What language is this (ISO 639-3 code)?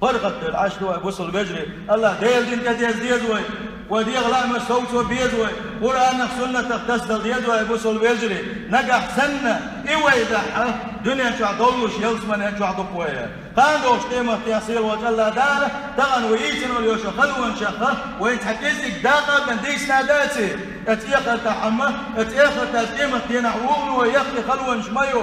che